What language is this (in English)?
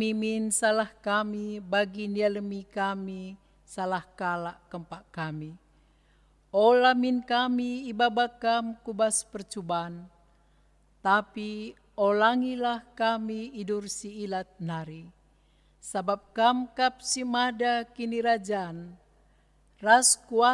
Batak Karo